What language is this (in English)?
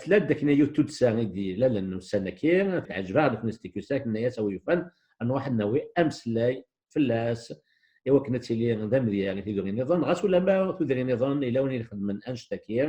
Kabyle